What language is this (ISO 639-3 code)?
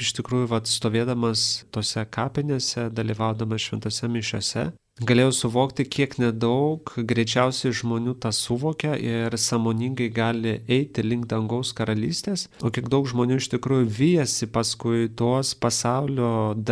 lit